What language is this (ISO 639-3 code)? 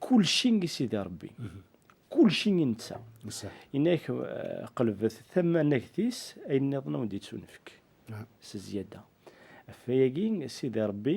kab